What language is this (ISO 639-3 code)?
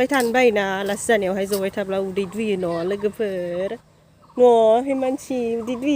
brx